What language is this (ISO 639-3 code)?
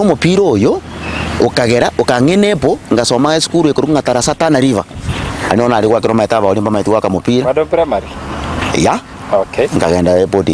guz